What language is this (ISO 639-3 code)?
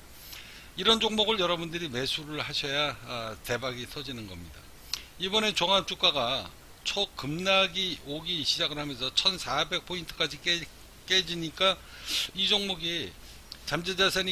kor